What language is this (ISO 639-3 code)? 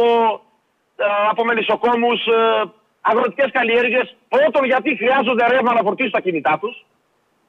ell